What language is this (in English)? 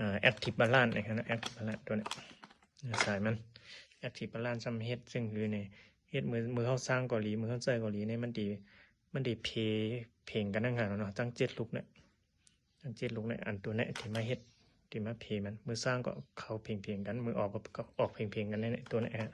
Shan